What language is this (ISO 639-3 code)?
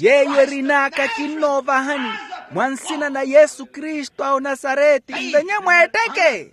vmw